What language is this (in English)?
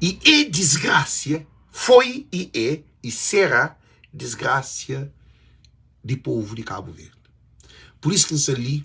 Kabuverdianu